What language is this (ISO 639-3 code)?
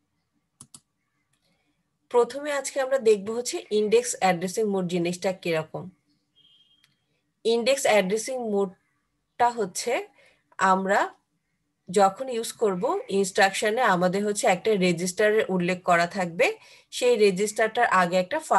ben